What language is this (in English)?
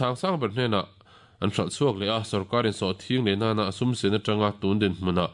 Mizo